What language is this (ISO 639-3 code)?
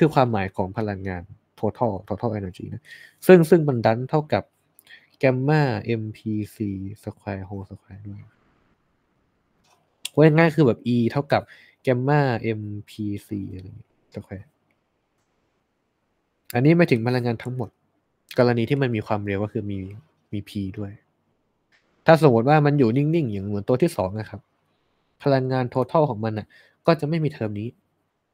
tha